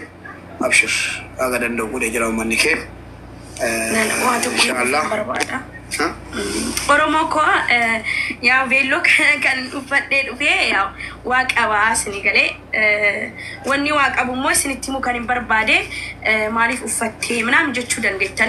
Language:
Oromo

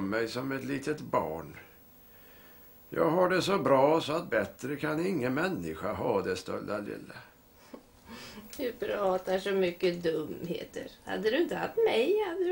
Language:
Swedish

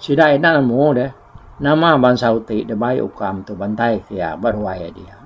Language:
Iban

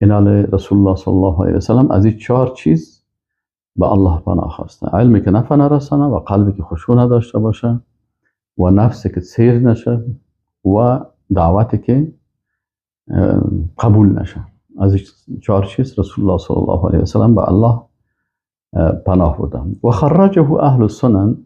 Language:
Persian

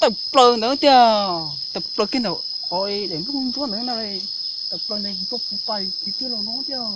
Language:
Hmong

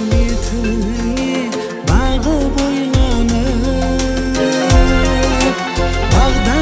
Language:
Kara-Kalpak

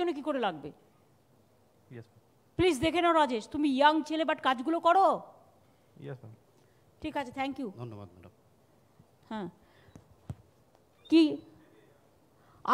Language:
Bangla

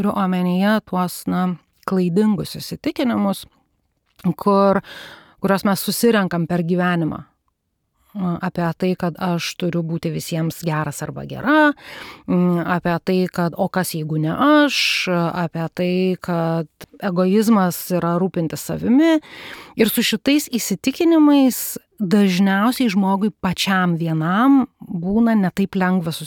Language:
Lithuanian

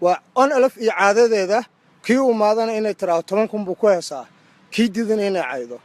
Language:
Somali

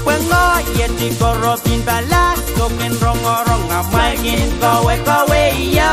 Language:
Pohnpeian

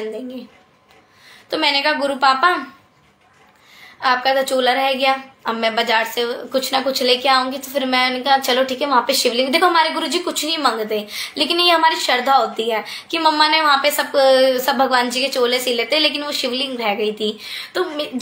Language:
Hindi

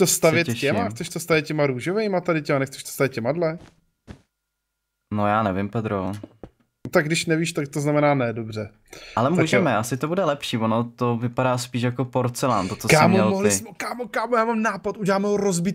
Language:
Czech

